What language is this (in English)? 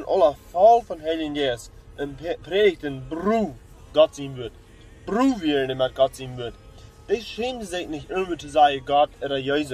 Plautdietsch